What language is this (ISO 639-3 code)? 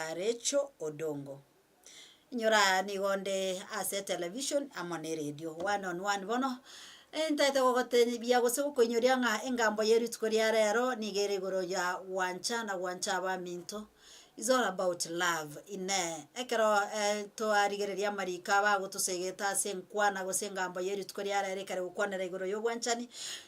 guz